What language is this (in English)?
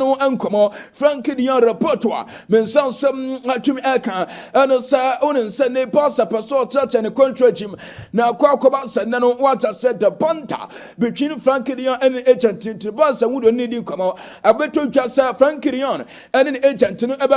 Akan